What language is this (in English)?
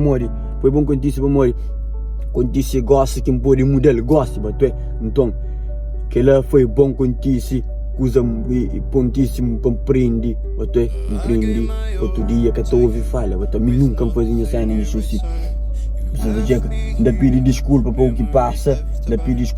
Kabuverdianu